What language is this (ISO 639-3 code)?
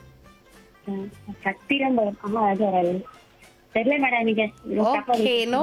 tam